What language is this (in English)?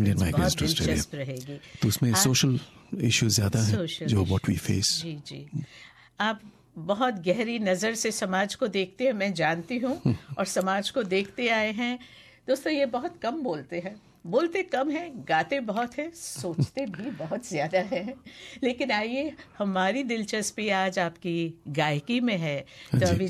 Hindi